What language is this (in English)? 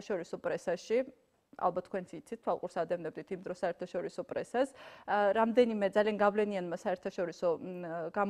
Georgian